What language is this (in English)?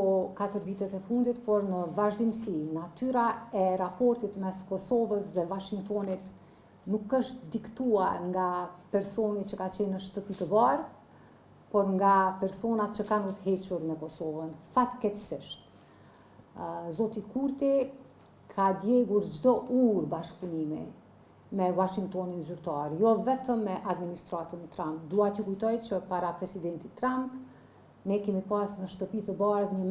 Albanian